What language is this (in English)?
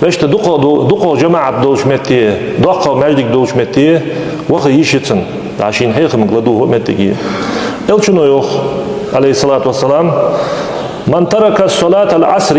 Ingush